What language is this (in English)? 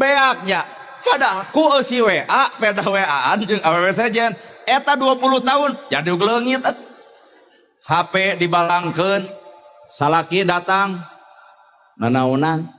Sundanese